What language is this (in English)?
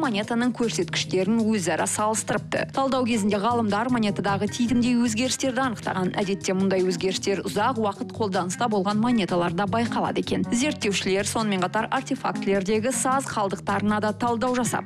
Kazakh